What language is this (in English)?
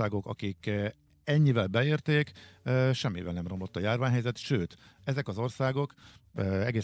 Hungarian